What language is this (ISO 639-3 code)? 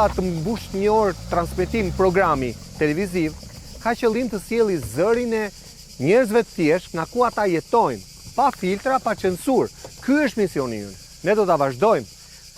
sqi